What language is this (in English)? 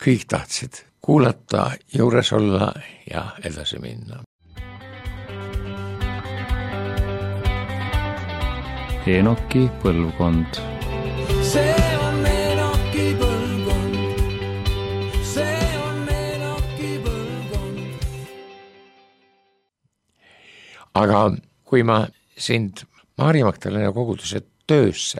Estonian